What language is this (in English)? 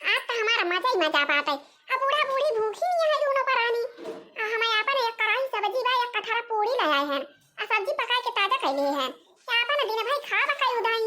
Awadhi